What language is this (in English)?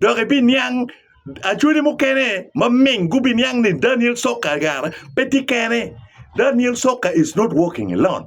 Acoli